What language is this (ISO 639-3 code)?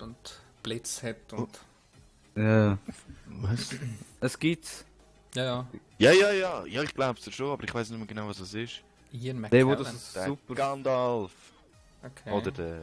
gsw